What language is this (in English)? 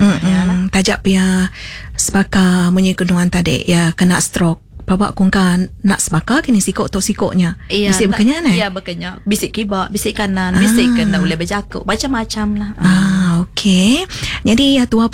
Iban